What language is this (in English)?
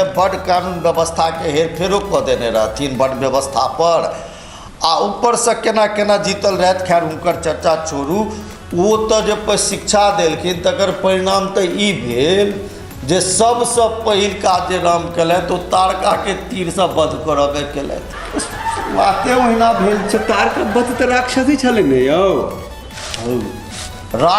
Maithili